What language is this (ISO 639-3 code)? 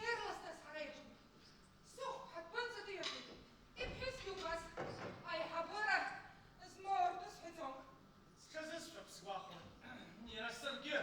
abk